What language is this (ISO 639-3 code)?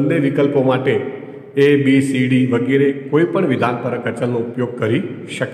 guj